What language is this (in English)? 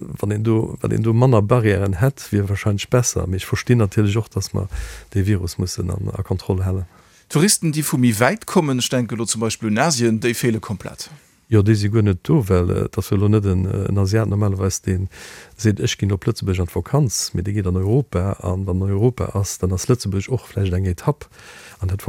Luxembourgish